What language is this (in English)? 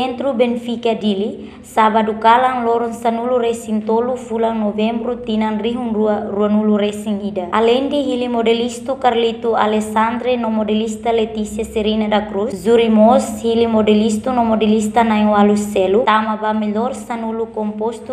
Tetum